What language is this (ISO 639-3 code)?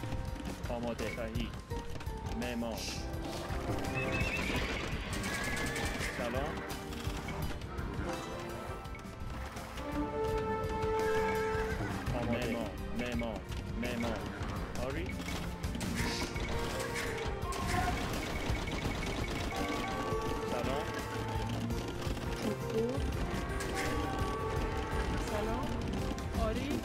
fas